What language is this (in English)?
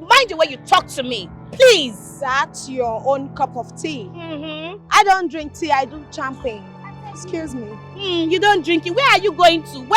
Nigerian Pidgin